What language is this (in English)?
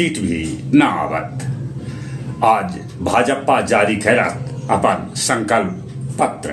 Magahi